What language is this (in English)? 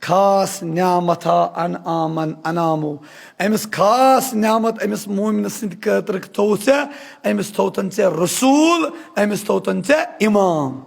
Kashmiri